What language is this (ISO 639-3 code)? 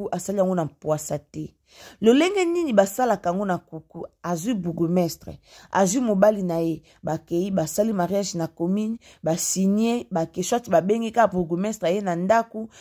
lin